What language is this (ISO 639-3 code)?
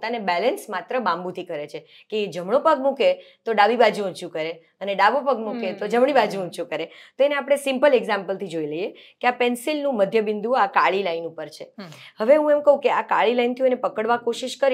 guj